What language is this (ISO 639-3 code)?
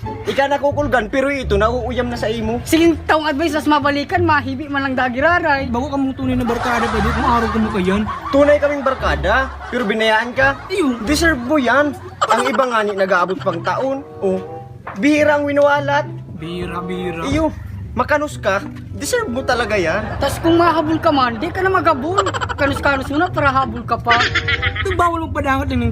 bik